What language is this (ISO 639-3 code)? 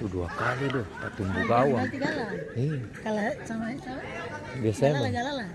abs